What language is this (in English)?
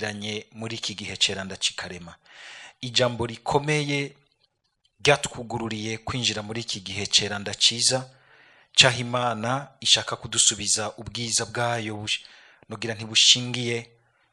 Rundi